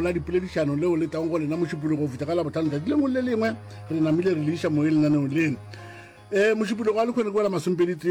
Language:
Northern Sotho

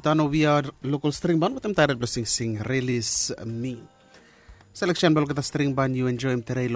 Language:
Bislama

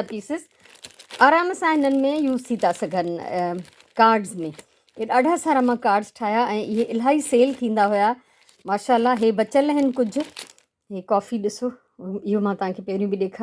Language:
Sindhi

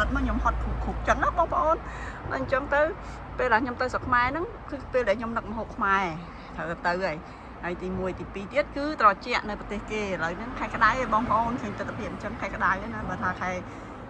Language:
Khmer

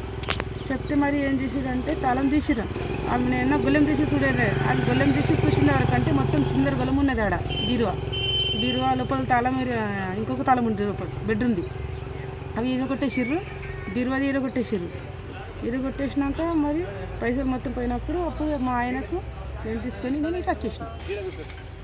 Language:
Telugu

